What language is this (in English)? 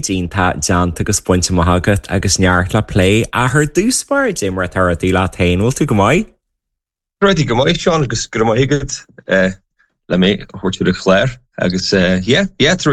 Irish